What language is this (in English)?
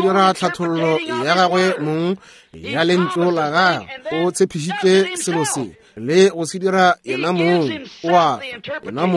Northern Sotho